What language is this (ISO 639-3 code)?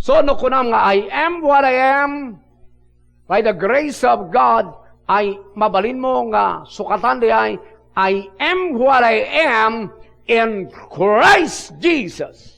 ilo